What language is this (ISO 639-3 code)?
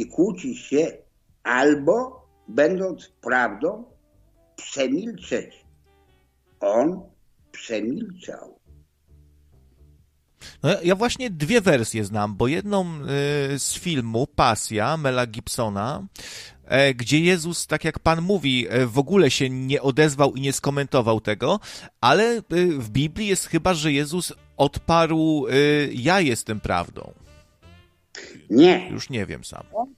pol